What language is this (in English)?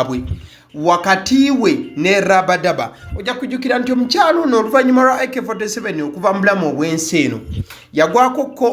Ganda